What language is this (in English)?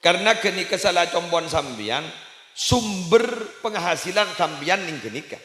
Madurese